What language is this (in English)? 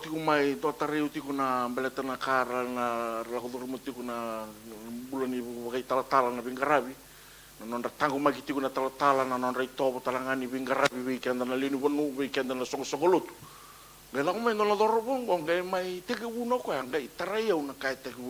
Fijian